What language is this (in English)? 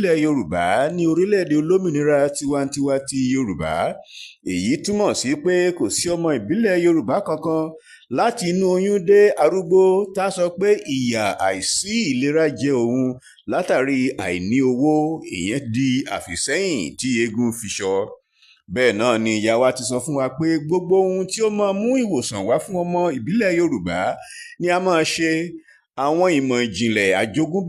Yoruba